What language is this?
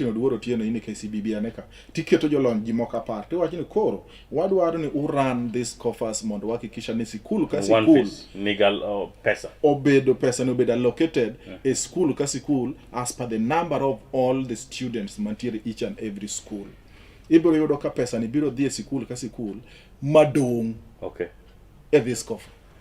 Luo (Kenya and Tanzania)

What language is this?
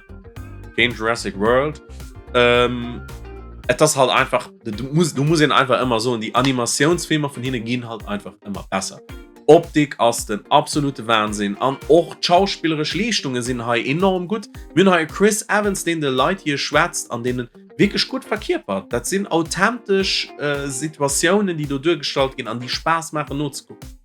Luxembourgish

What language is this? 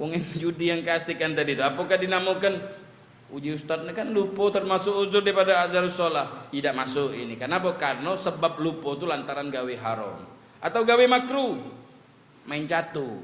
Musi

